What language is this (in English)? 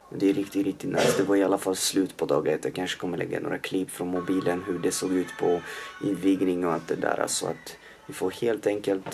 Swedish